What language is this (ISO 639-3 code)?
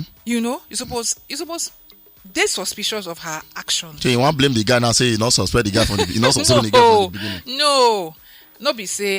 pcm